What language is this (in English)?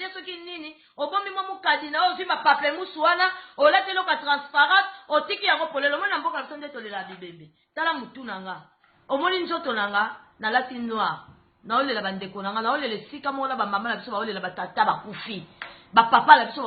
Lingala